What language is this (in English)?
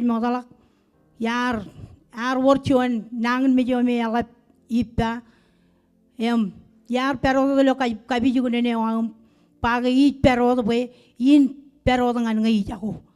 Marshallese